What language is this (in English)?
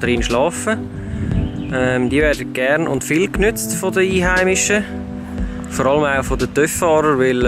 Swiss German